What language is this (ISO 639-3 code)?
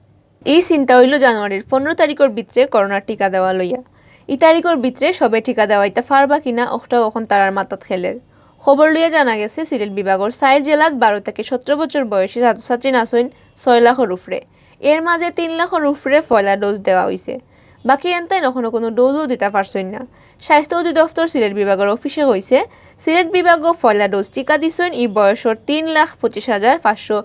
syl